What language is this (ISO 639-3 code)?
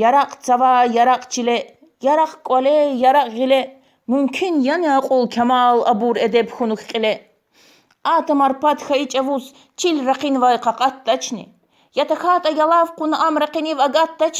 lez